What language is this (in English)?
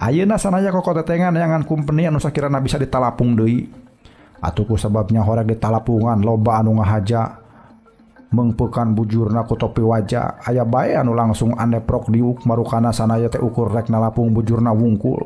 Sundanese